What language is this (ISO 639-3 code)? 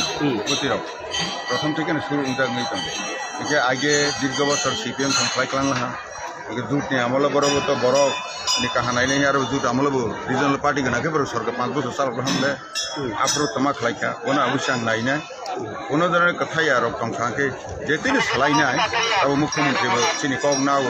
trp